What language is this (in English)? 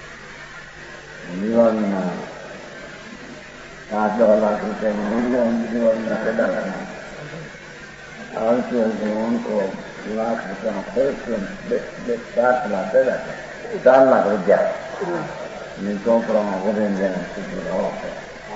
Gujarati